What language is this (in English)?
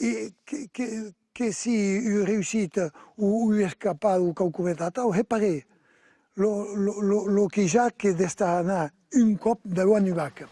Occitan